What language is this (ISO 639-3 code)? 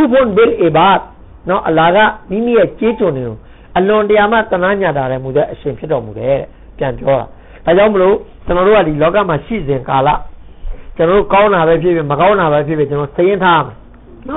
mya